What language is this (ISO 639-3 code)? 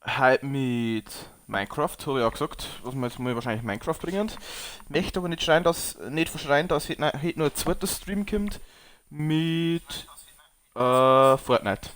bar